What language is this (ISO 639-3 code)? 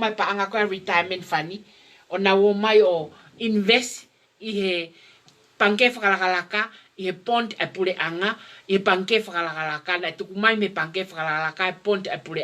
ton